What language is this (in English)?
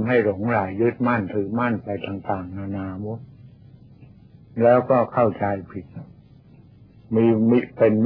Thai